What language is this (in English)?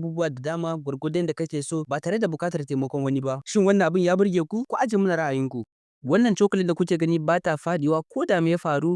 Hausa